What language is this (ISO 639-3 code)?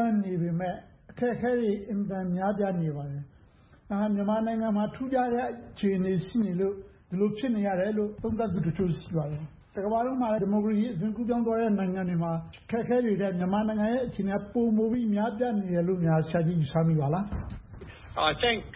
mya